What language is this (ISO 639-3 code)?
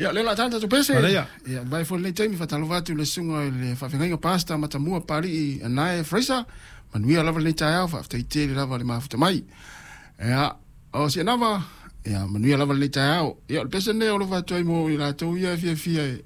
smo